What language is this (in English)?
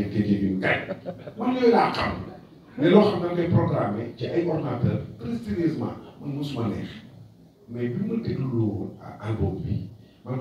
Wolof